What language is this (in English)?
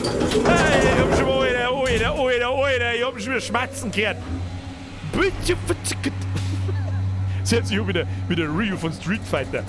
Bavarian